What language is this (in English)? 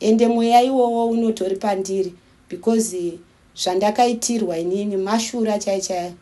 Shona